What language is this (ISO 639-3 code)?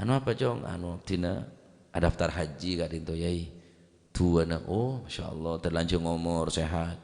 mad